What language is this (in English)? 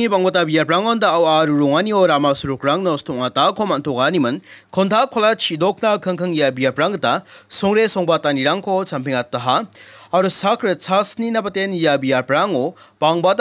Garo